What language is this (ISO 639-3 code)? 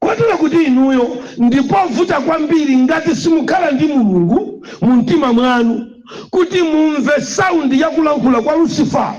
nya